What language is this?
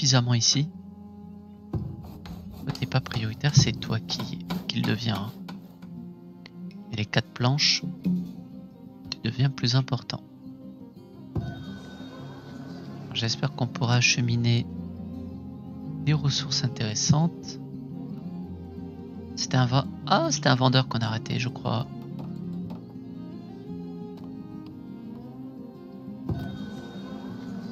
French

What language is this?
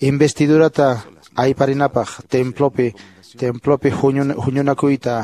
Quechua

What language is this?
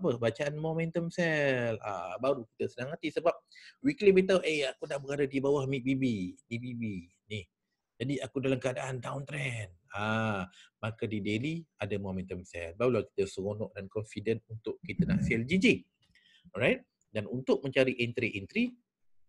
Malay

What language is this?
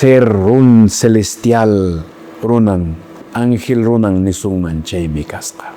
Quechua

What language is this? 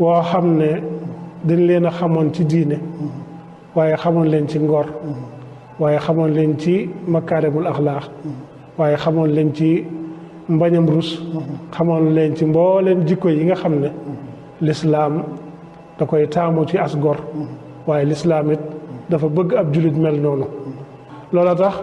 Wolof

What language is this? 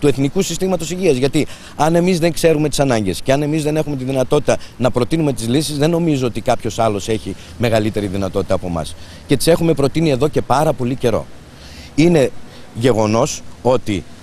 Greek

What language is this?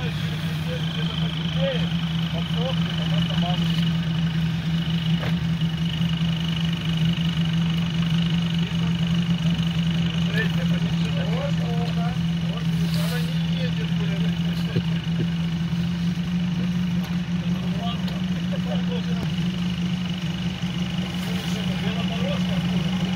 Russian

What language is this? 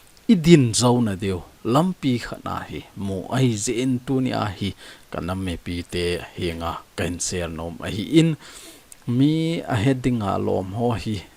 Thado Chin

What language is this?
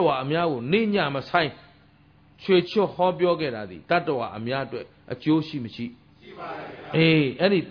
Burmese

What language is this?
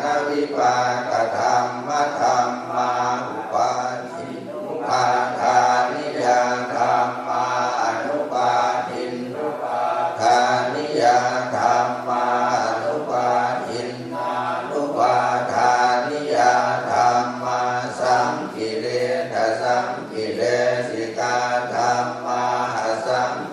Pali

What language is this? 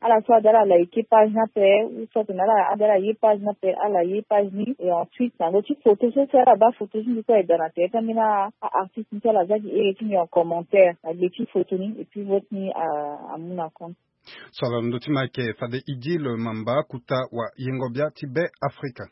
Sango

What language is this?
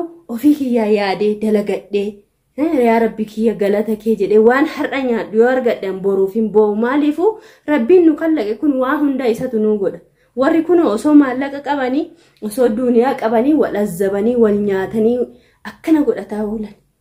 Oromo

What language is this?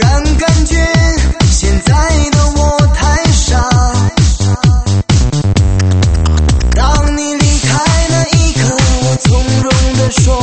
Chinese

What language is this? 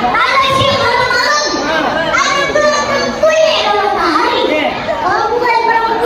Betawi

